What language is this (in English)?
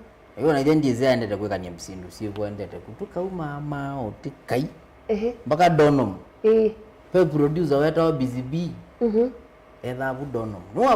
Kamba